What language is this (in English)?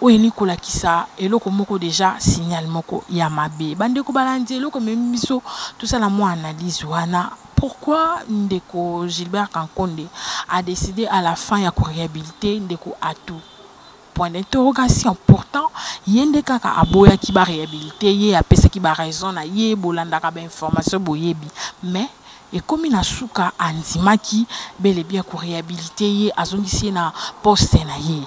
Lingala